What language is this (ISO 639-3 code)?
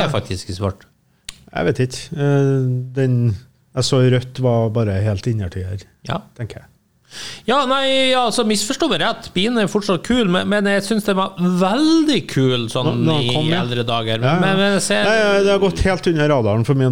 nor